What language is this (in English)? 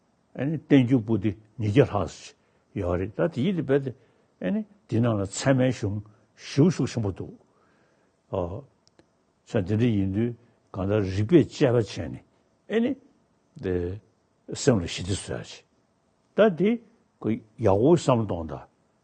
Tibetan